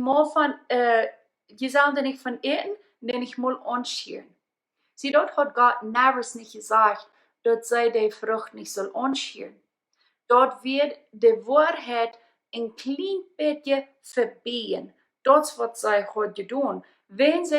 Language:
Plautdietsch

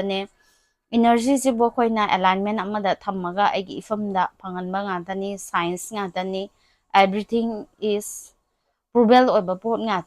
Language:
Manipuri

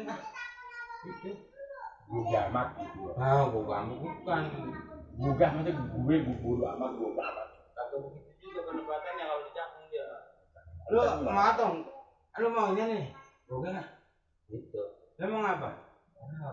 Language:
Betawi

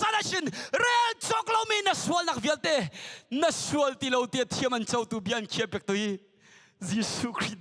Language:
Hakha Chin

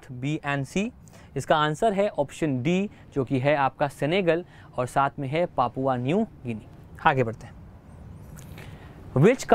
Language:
Hindi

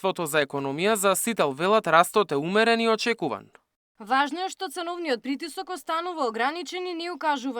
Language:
Macedonian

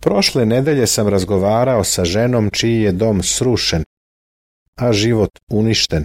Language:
Serbian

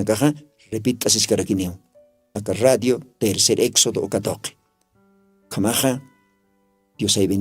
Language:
Aymara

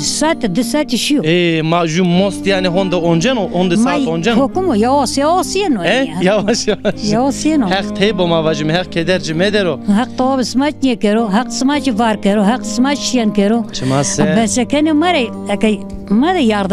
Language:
Zaza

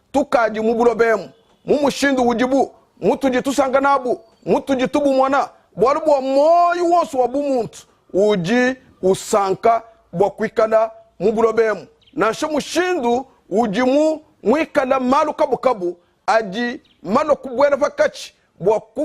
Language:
Luba-Lulua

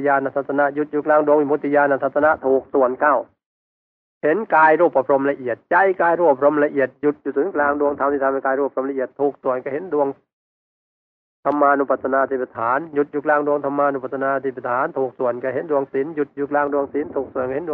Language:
Thai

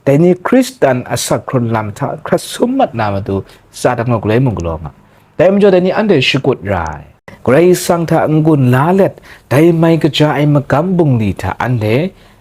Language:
Kachin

